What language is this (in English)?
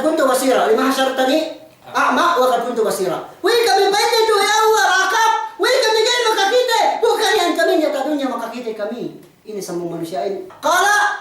Yakan